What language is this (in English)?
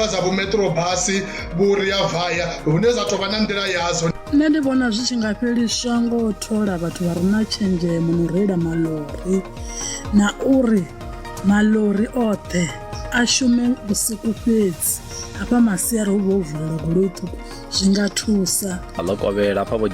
Venda